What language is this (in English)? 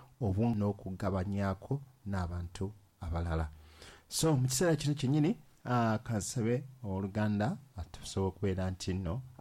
Ganda